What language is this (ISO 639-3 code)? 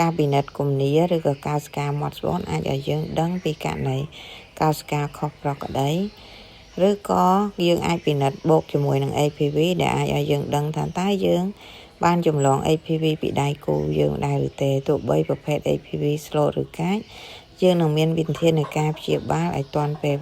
khm